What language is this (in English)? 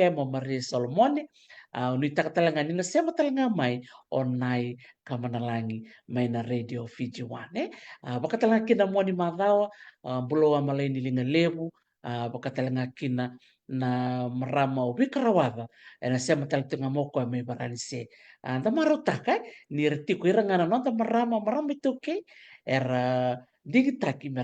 Fijian